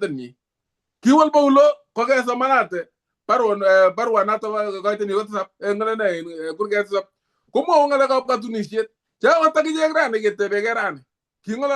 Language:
Kalenjin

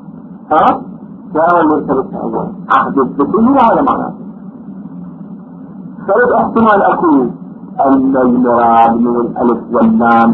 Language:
Arabic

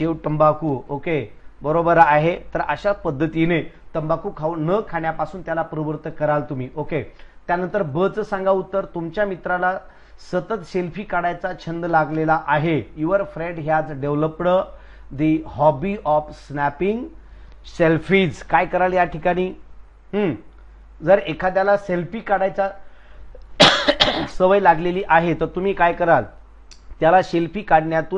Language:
Marathi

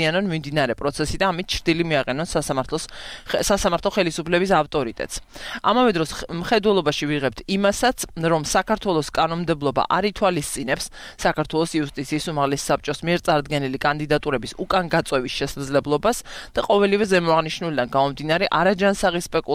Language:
Georgian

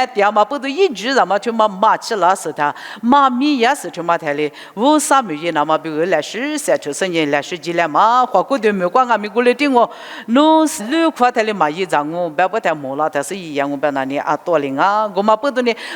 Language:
Lisu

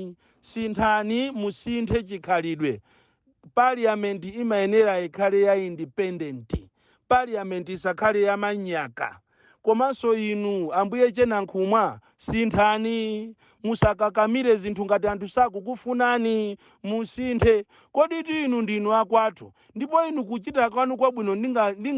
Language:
Nyanja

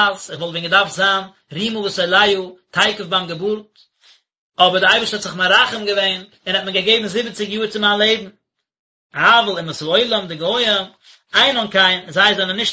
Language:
Yiddish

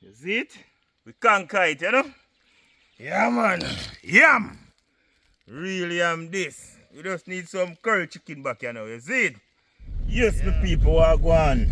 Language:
Jamaican Creole English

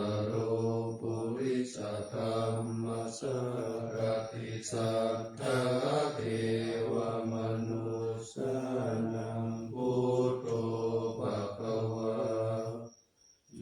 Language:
Pali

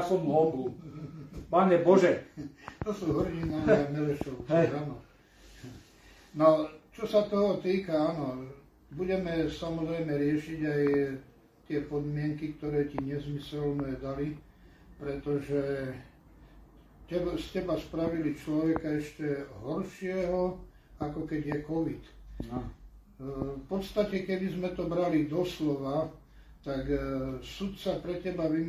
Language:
Slovak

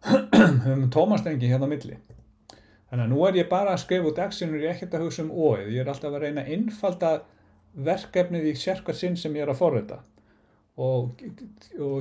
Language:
Icelandic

